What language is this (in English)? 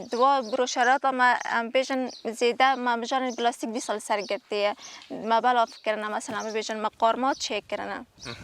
Kurdish